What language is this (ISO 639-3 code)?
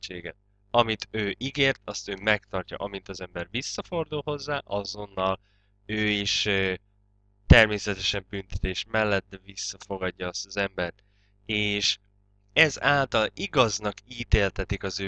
hun